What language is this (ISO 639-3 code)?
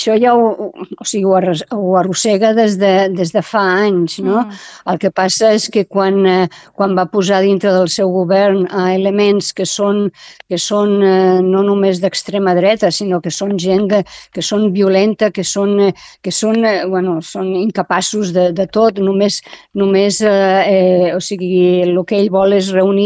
cat